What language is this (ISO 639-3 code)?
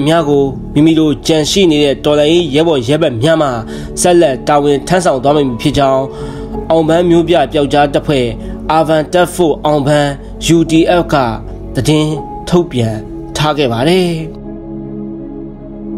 mya